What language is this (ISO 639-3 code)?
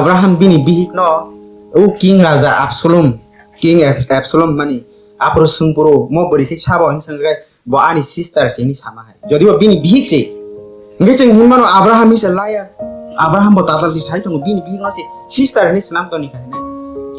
trp